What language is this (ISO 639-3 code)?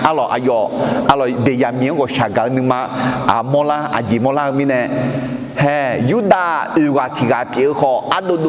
ahk